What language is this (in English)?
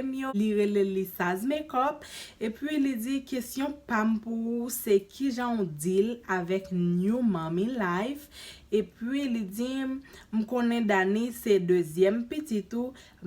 Haitian Creole